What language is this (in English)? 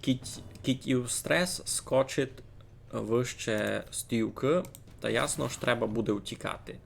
Rusyn